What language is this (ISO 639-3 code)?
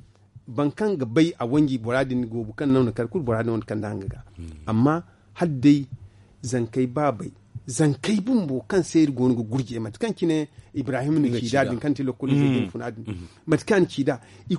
dje